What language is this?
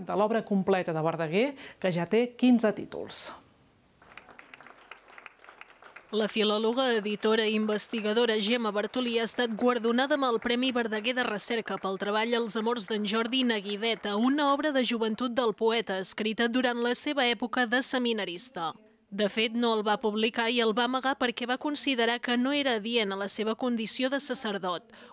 Catalan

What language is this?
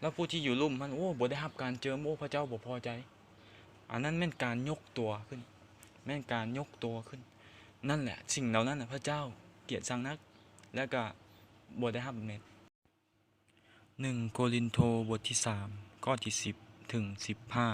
Lao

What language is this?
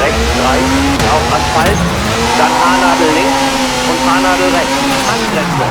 Bavarian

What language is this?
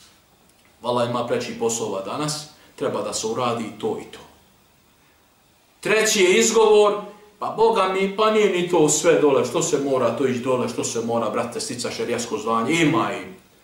Bosnian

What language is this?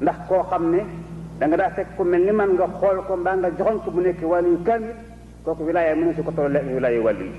Wolof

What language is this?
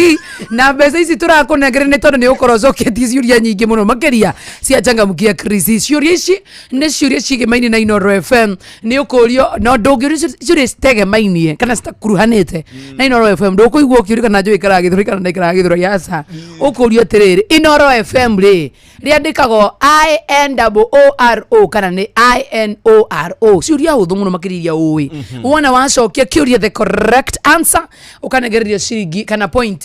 Kikuyu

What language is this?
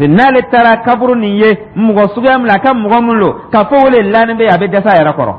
Dyula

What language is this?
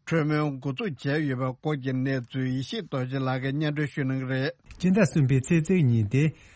Tibetan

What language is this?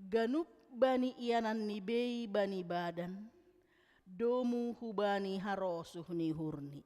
Batak Simalungun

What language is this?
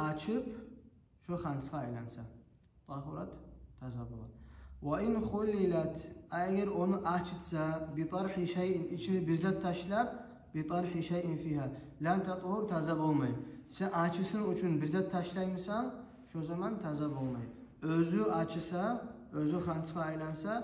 Kumyk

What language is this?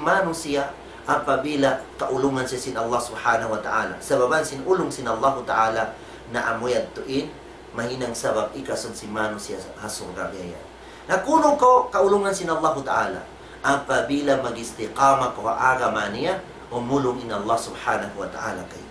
Tausug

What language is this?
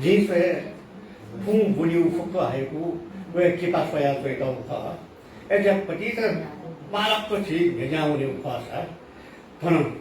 Newari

